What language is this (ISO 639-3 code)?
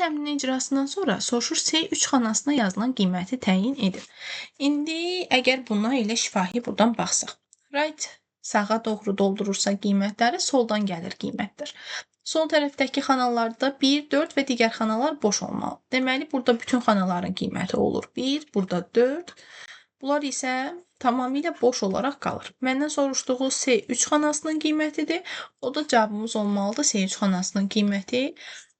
aze